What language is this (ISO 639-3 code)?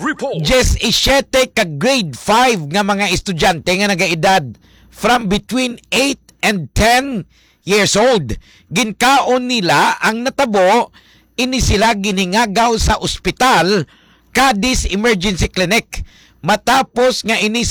hil